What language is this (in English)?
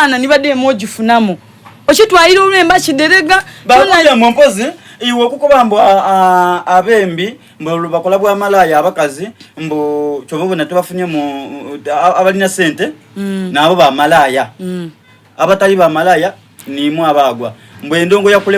Soga